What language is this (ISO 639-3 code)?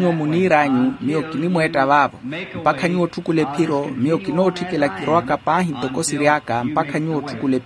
vmw